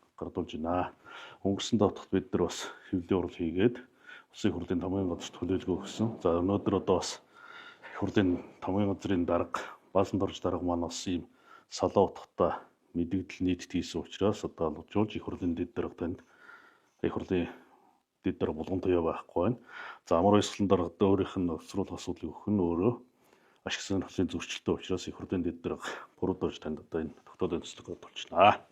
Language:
Mongolian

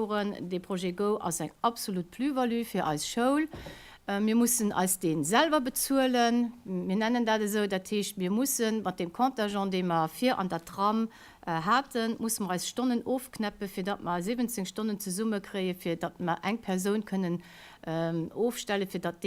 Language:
Luxembourgish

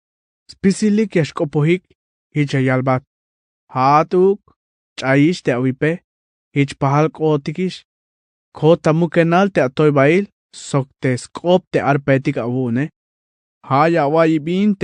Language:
Tzeltal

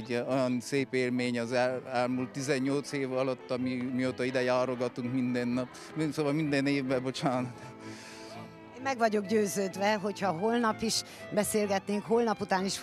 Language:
Hungarian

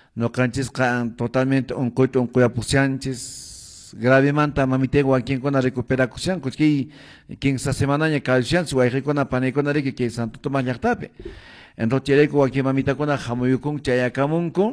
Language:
Quechua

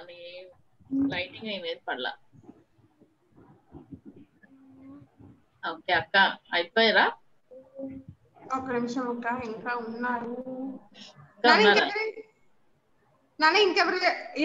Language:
Telugu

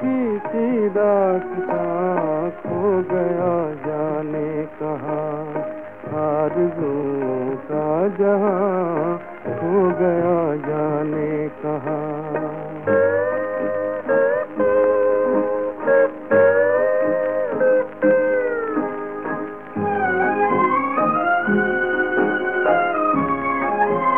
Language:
Hindi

